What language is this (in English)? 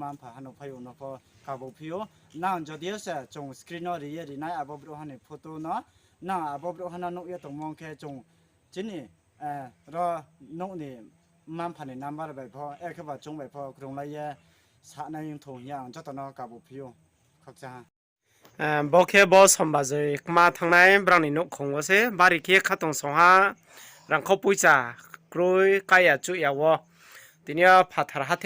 Riang (India)